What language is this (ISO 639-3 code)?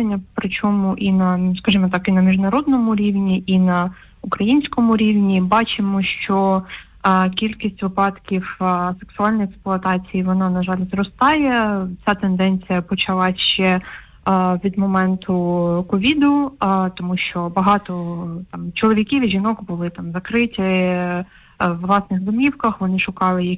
ukr